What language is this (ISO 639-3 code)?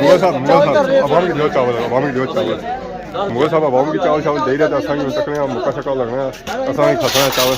phr